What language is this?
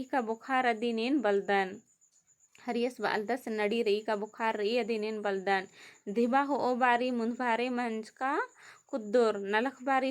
Kurukh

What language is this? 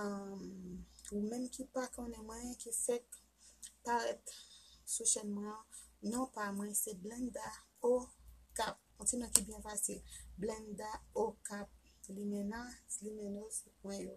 Haitian Creole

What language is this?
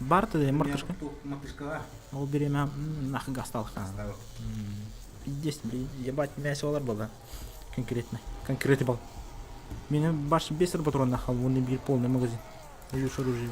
Yakut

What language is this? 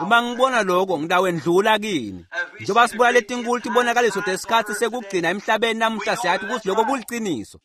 Swati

